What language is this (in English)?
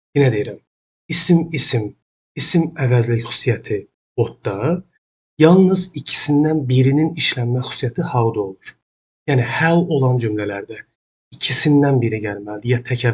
Azerbaijani